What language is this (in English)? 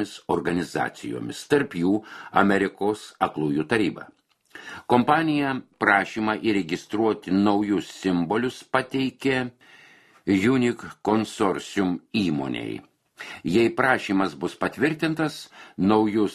Lithuanian